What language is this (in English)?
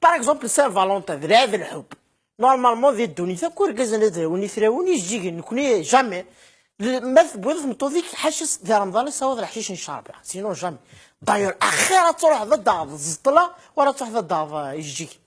Kabyle